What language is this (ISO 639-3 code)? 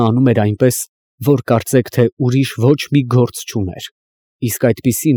hye